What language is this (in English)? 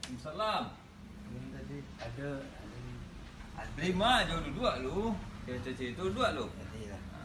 Minangkabau